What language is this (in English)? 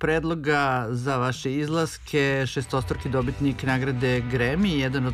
Serbian